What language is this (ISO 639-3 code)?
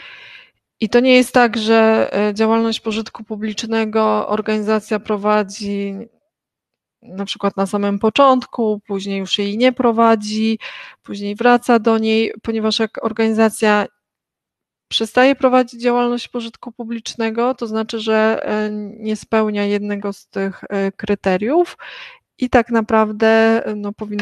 pol